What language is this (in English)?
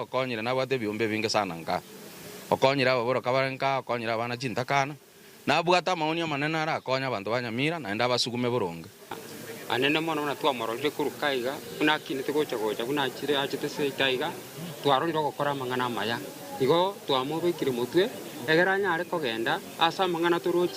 Gusii